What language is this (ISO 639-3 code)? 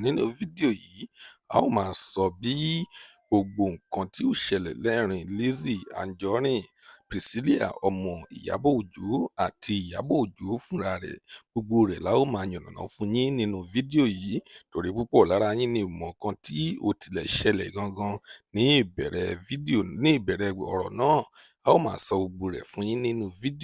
yor